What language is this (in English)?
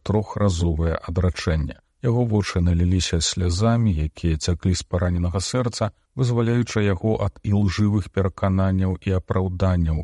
Belarusian